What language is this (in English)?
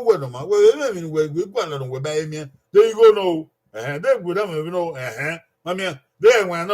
Bini